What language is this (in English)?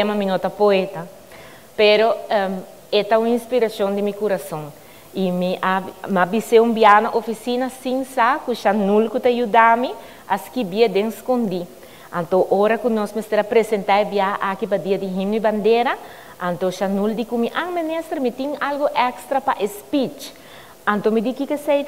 Papiamento